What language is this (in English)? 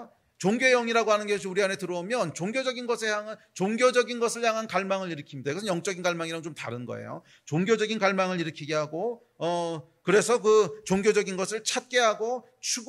Korean